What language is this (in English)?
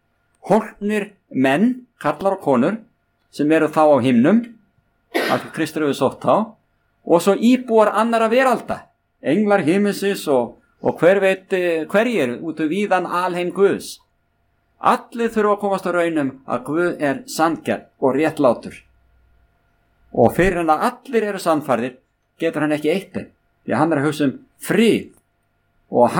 Icelandic